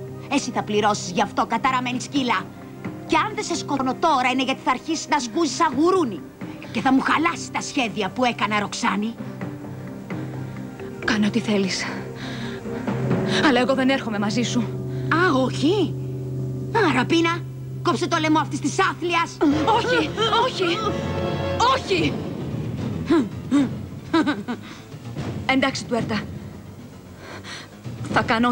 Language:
Greek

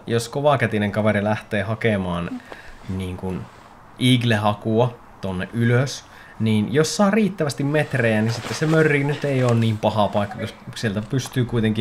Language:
Finnish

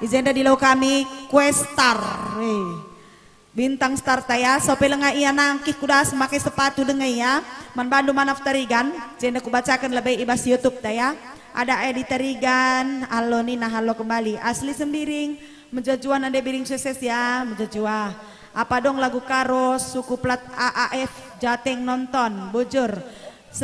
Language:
Batak Karo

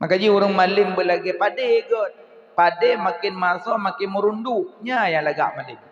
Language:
Achinese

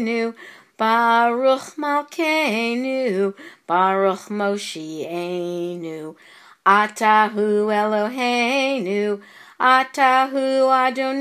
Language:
Slovenian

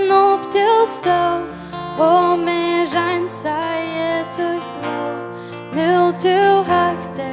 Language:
Faroese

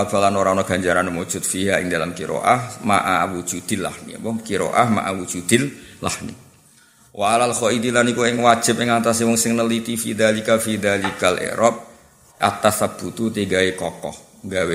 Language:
Javanese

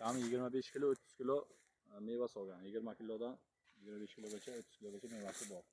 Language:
Uzbek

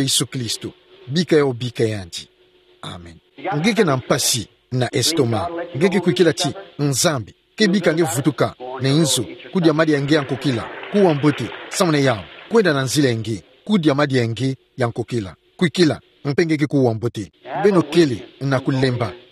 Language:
Kituba (Democratic Republic of Congo)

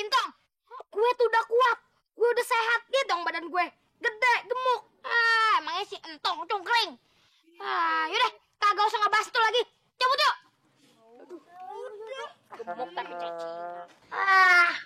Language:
Betawi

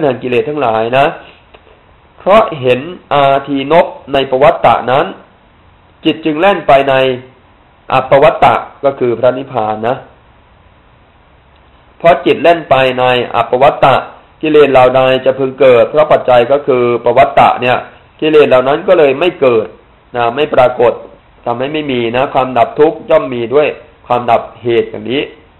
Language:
Thai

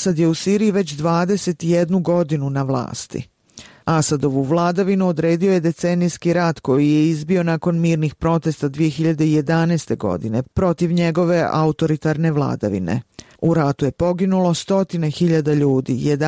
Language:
Bosnian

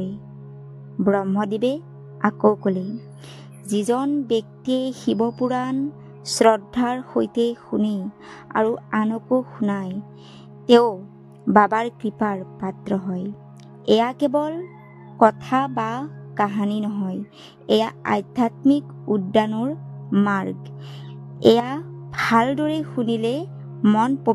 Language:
Assamese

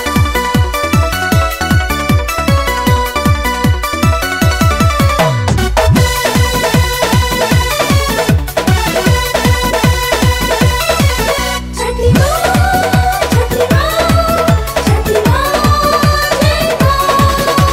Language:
Bhojpuri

